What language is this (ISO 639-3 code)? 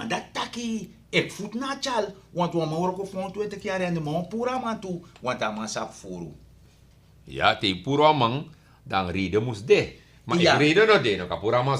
srn